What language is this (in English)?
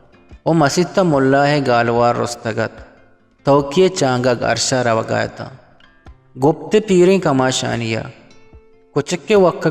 Eastern Balochi